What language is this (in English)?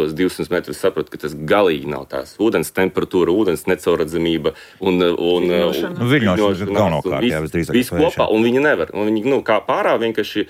Latvian